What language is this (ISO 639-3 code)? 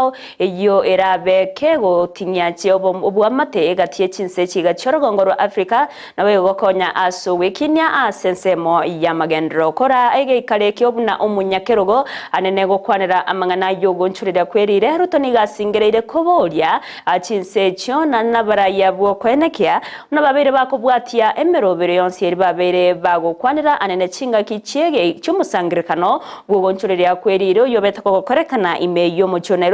guz